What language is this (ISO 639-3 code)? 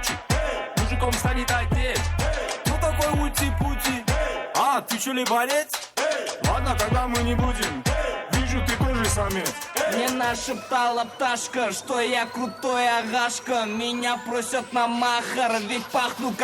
kaa